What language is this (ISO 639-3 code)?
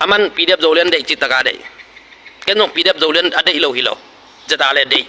ctd